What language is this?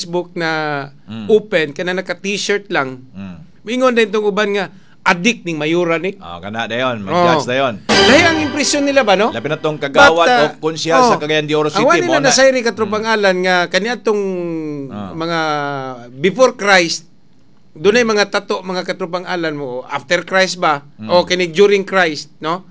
Cebuano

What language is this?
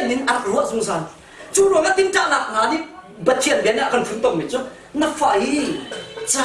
Hakha Chin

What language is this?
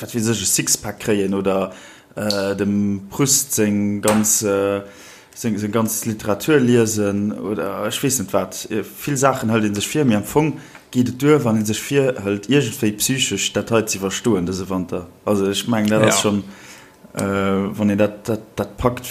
Luxembourgish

